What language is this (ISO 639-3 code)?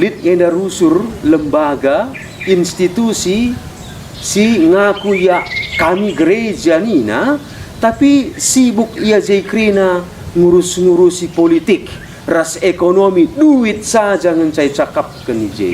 btx